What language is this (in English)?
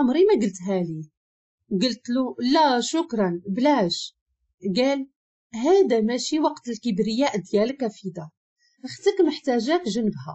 Moroccan Arabic